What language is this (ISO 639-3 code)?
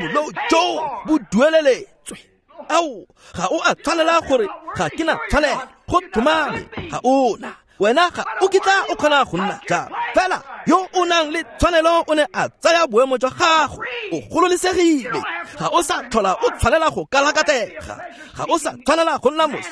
tsn